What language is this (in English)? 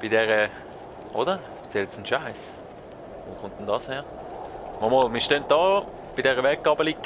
Swiss German